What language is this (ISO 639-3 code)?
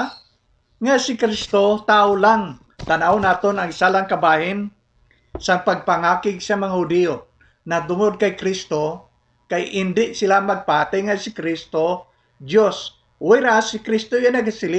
hil